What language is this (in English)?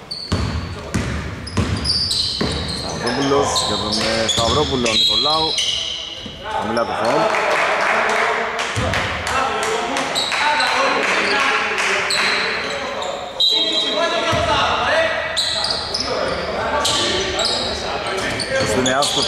Greek